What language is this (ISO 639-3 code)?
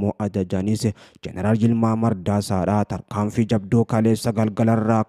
orm